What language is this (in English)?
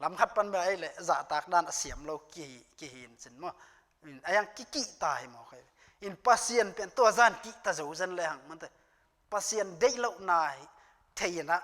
Tedim Chin